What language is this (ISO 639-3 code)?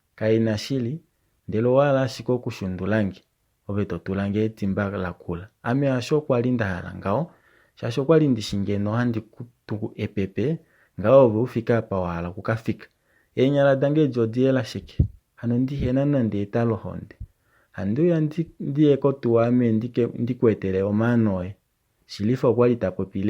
kua